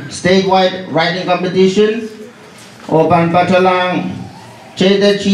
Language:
Pohnpeian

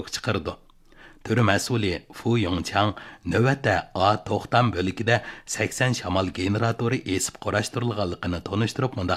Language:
Uyghur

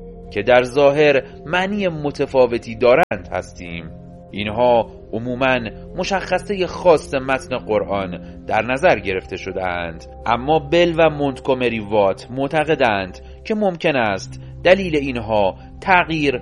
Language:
Persian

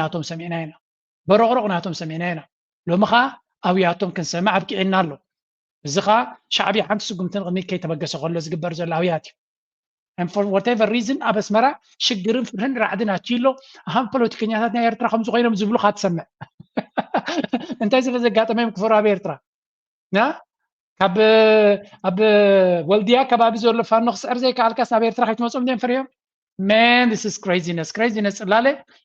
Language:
Tigrinya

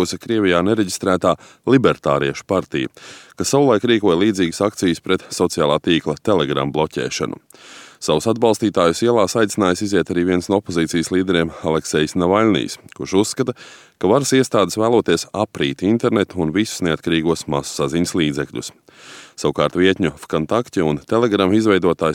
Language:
Latvian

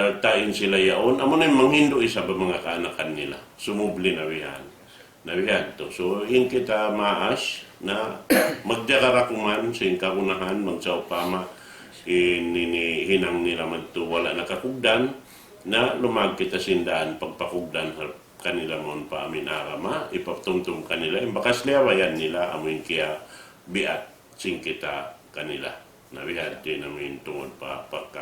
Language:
Tausug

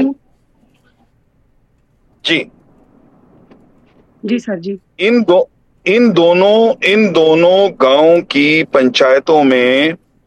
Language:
Hindi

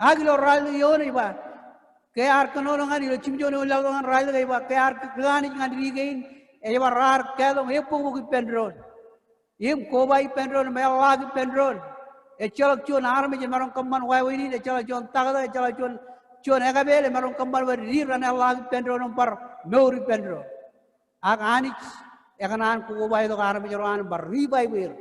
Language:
Marshallese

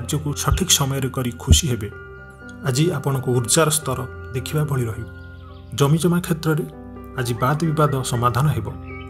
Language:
Odia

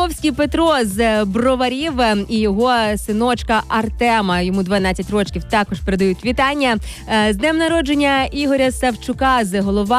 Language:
Ukrainian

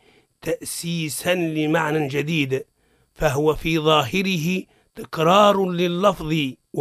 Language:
Arabic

